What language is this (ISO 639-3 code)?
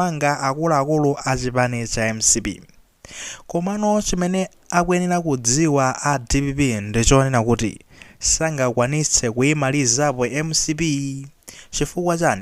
nya